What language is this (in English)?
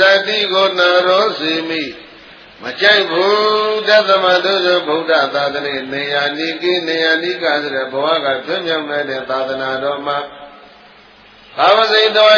Burmese